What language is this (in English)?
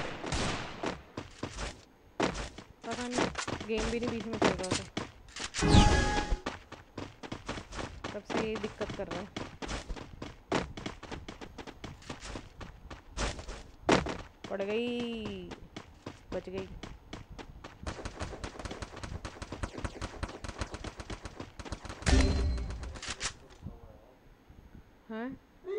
Hindi